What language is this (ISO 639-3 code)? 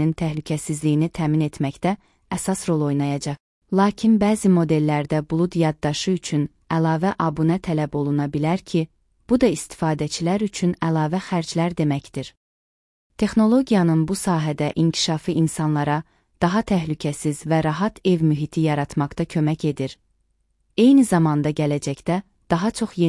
aze